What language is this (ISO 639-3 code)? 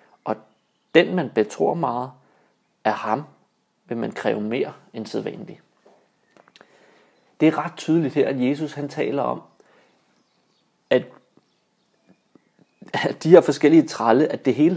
dan